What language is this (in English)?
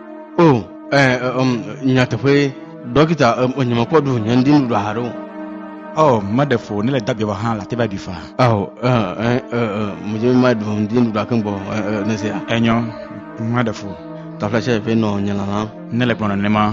Ewe